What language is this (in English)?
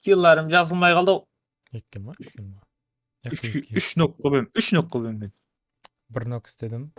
Kara-Kalpak